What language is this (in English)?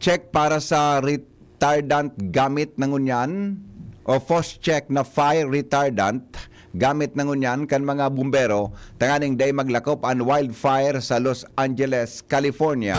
Bikol